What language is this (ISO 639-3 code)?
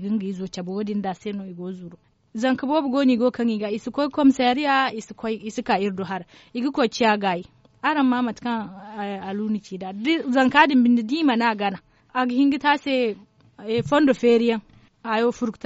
dje